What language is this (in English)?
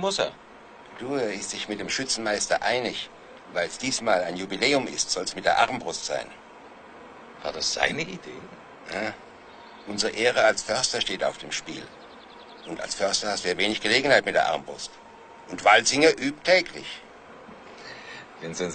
German